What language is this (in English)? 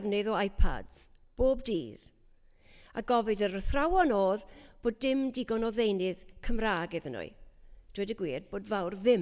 Welsh